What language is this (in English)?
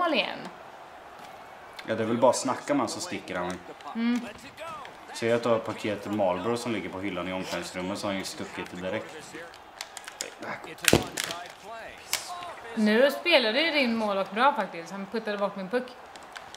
Swedish